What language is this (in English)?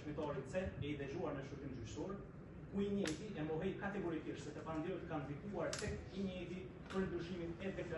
Albanian